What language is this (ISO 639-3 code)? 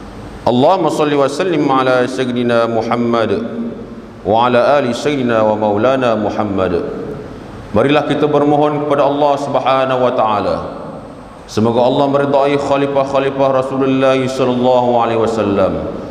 msa